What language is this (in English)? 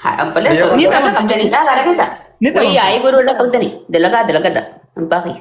Oromo